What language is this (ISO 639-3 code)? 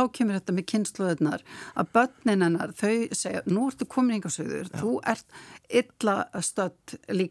isl